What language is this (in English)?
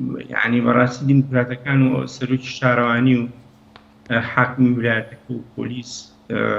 Central Kurdish